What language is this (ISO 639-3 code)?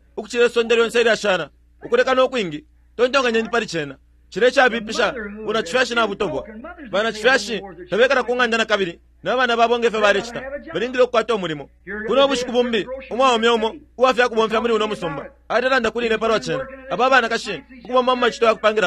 bem